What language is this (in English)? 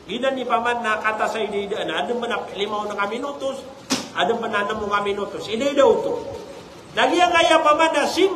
Maranao